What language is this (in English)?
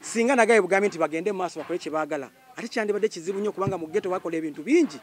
Ganda